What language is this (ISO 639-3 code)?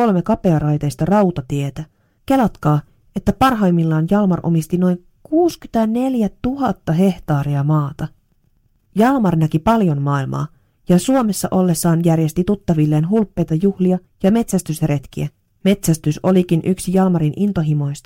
fin